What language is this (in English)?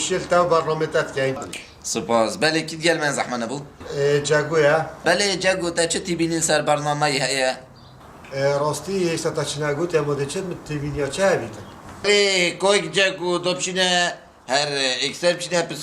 Kurdish